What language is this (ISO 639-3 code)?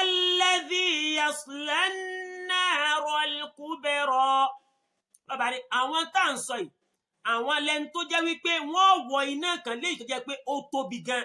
yor